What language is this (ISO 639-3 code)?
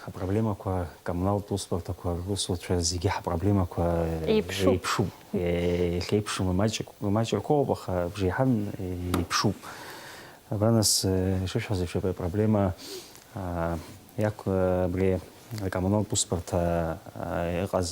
abk